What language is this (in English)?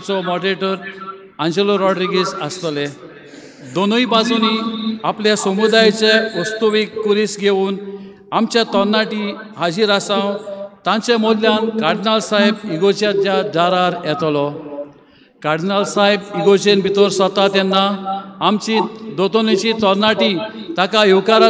Konkani